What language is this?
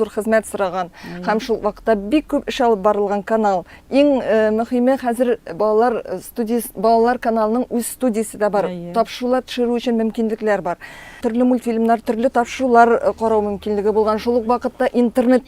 Tatar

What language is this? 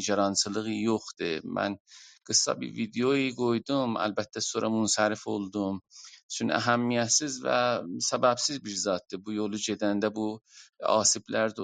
South Azerbaijani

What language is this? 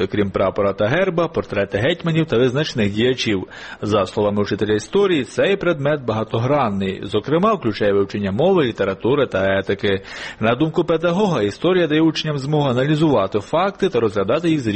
Ukrainian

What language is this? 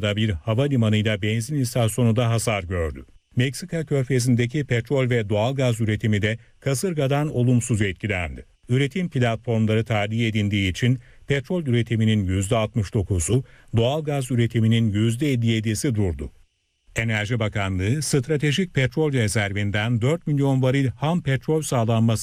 Turkish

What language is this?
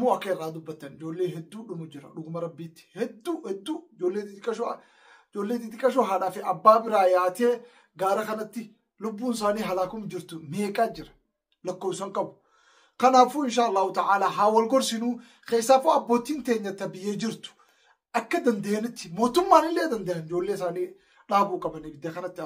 Oromo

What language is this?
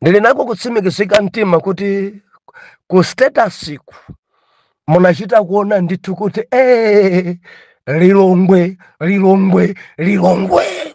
Nyanja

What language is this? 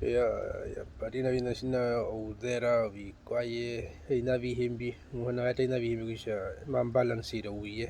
Herero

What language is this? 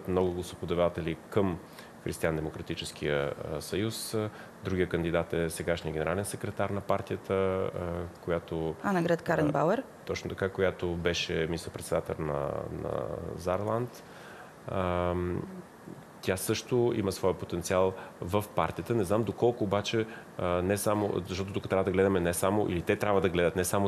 Bulgarian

